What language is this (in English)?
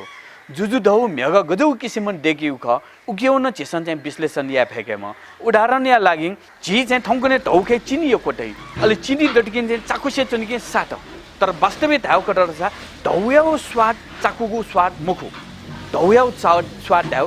Newari